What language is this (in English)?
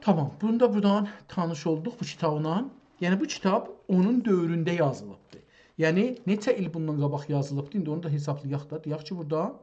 South Azerbaijani